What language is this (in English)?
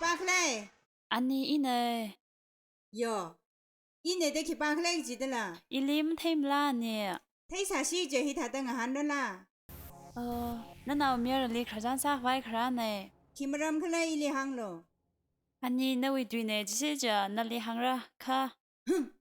Tangkhul Naga (India)